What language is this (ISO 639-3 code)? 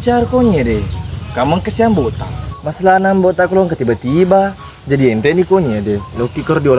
bug